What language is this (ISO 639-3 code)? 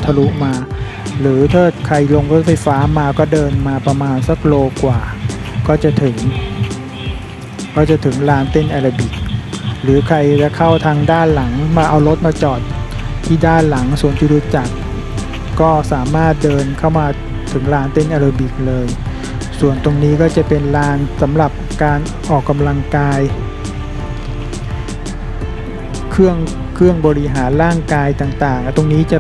tha